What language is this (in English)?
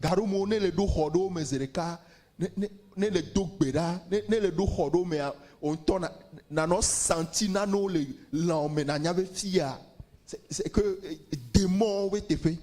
Ewe